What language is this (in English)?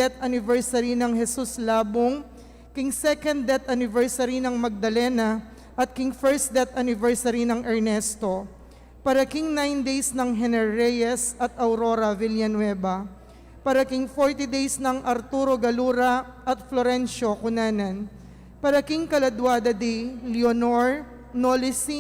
Pampanga